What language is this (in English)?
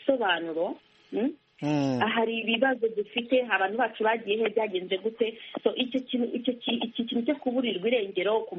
Kinyarwanda